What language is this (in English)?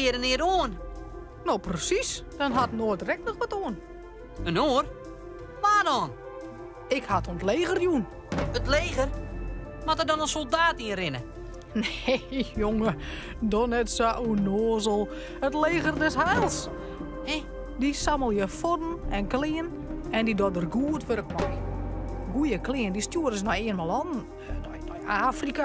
Western Frisian